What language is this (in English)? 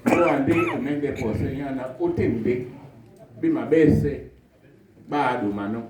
Duala